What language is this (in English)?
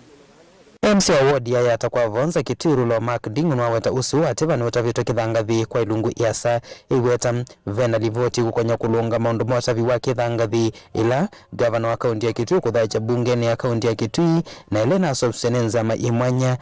Kamba